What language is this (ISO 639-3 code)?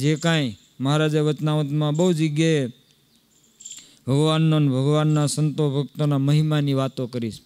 guj